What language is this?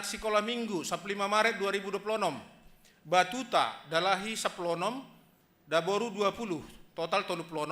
Batak Simalungun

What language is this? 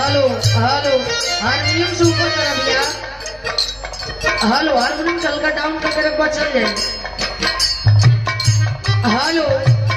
Bhojpuri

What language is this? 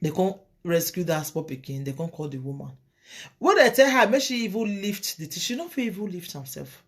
Nigerian Pidgin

